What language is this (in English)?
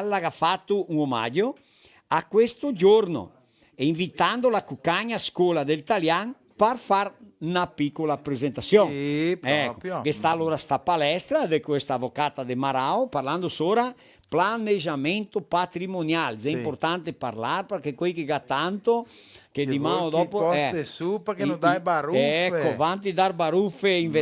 Venetian